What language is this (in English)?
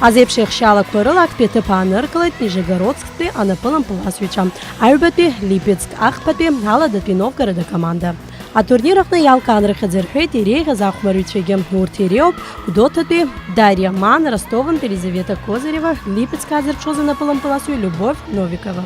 Abkhazian